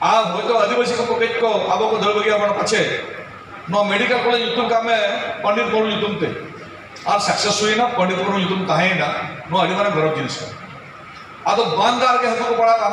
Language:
Santali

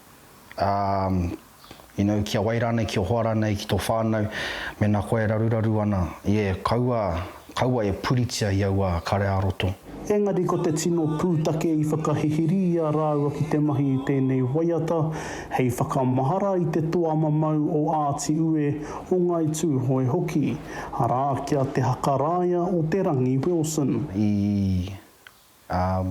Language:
Māori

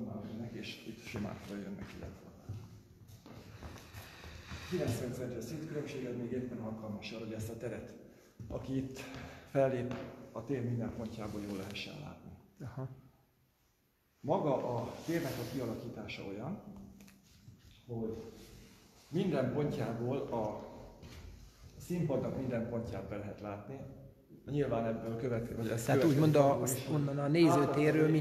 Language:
Hungarian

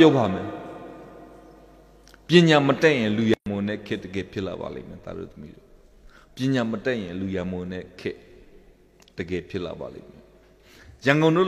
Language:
Burmese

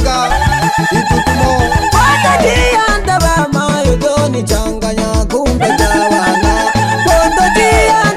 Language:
Swahili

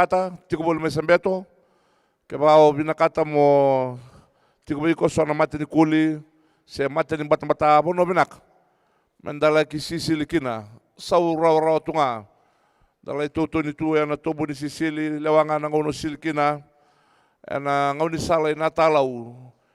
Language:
Fijian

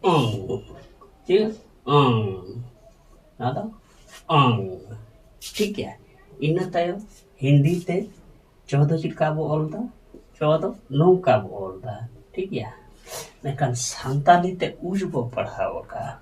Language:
Santali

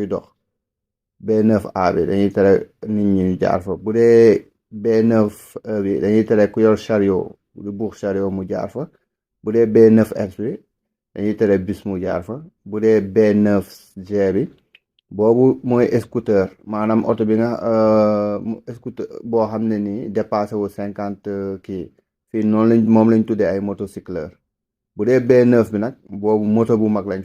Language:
Wolof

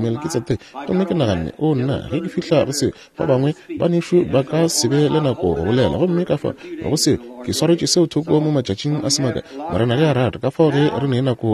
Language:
Northern Sotho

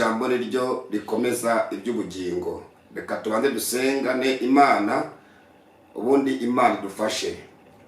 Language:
Kinyarwanda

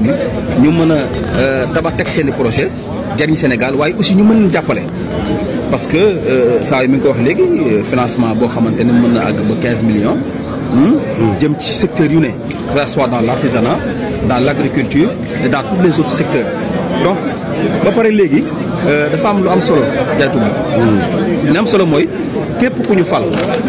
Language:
Wolof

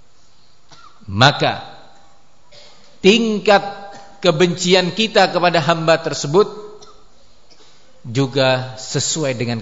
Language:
Indonesian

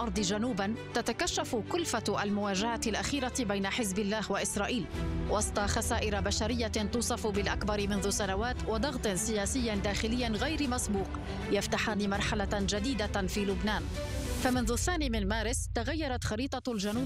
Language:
Arabic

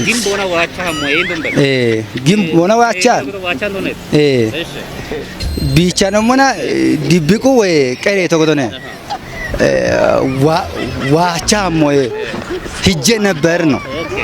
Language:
Kafa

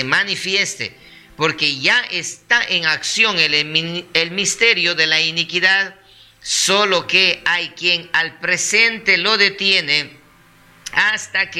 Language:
Spanish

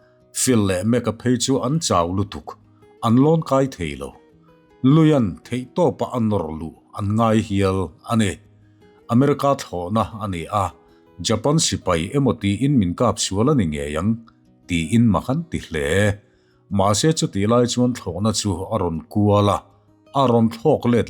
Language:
Mizo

